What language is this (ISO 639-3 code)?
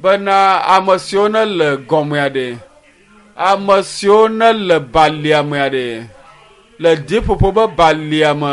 ewe